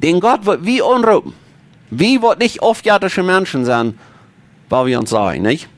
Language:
Plautdietsch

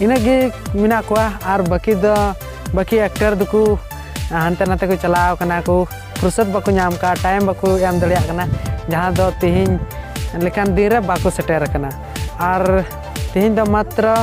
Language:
Santali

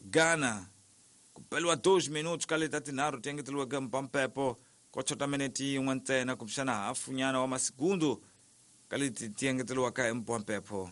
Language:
Tsonga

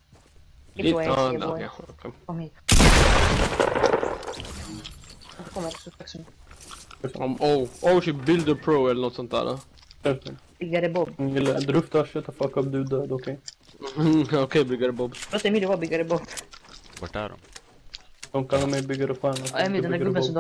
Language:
Swedish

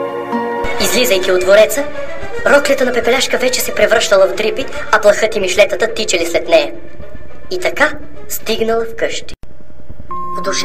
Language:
Bulgarian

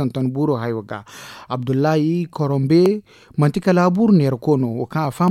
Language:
Zarma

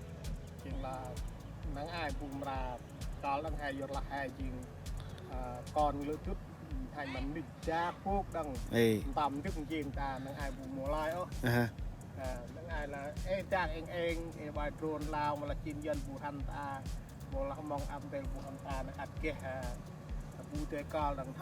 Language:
Central Mnong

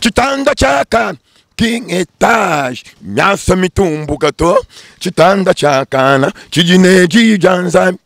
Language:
Luba-Lulua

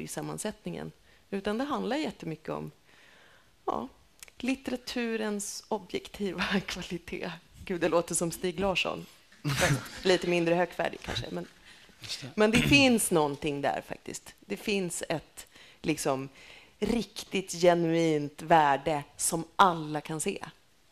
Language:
Swedish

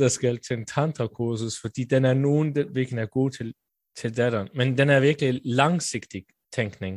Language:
Danish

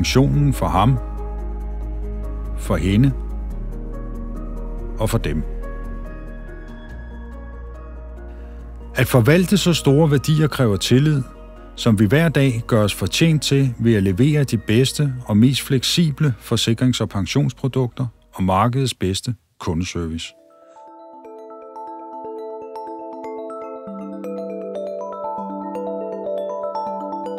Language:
Danish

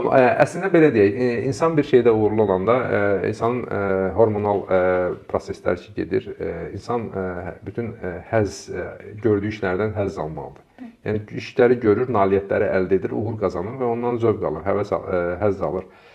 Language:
Azerbaijani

